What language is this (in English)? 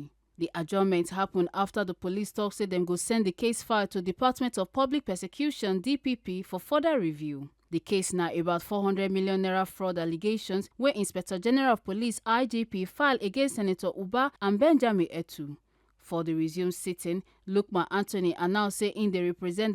Nigerian Pidgin